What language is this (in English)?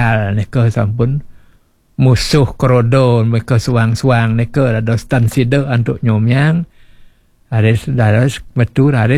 Balinese